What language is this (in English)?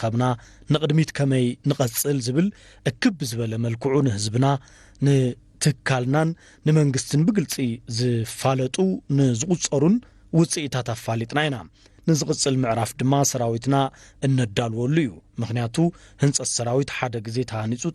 Tigrinya